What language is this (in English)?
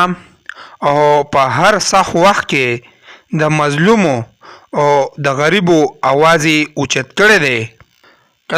Pashto